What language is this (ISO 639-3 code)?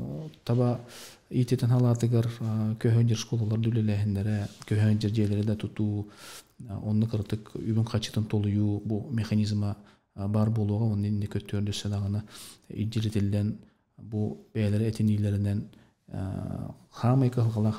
sah